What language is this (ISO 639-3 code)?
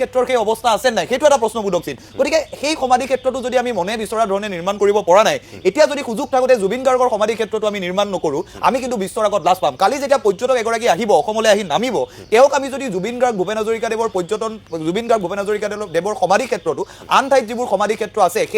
asm